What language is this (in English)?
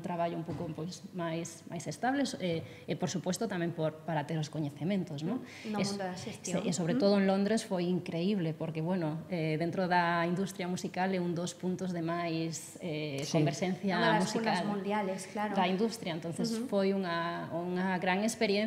Galician